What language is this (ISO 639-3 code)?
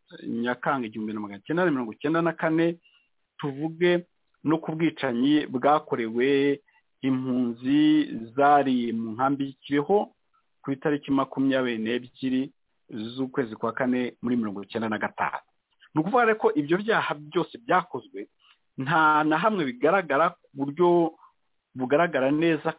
kin